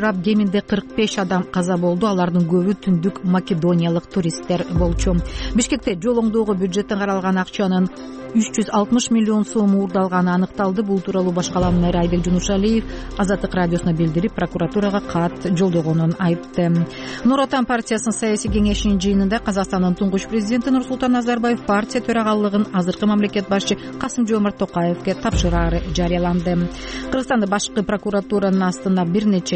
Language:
Kyrgyz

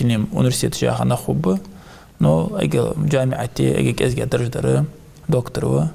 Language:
Ingush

